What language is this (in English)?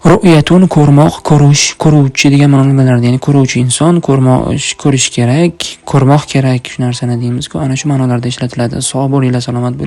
Uzbek